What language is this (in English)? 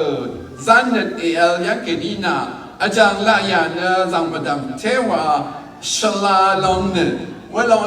Rawang